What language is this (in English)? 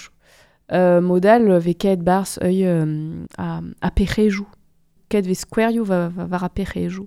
Breton